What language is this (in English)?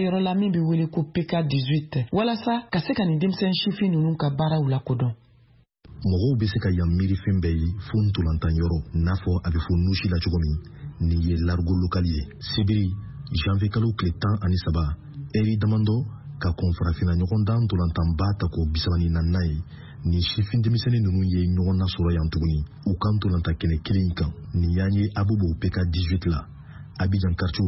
Bambara